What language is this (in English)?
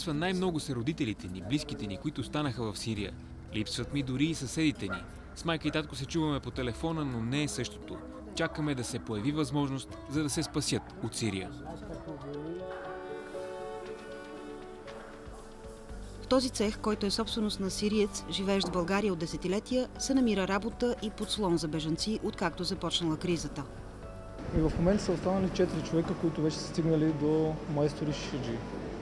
Bulgarian